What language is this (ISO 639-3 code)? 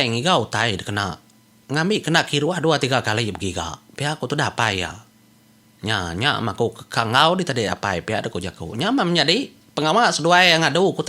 iba